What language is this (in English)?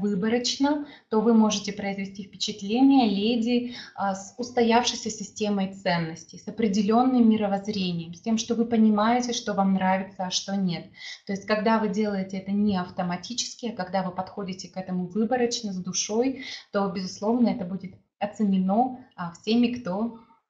Russian